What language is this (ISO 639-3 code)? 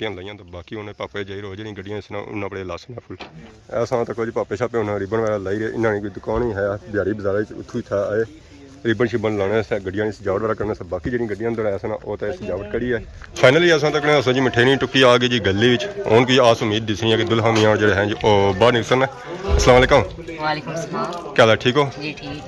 phr